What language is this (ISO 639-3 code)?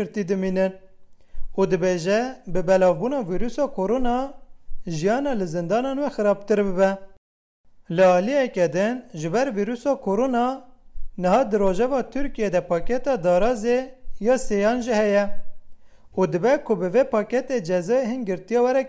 kur